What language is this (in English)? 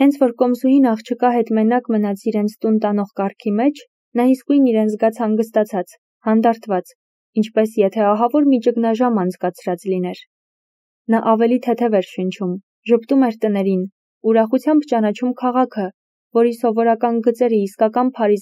Armenian